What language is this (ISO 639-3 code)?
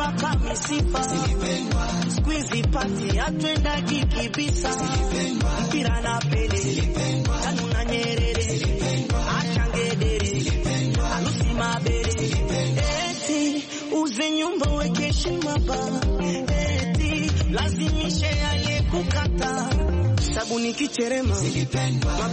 swa